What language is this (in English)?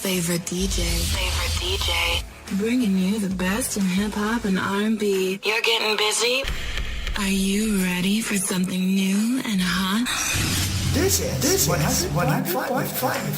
Hiligaynon